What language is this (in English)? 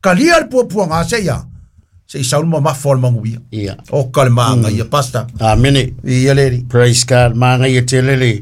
Samoan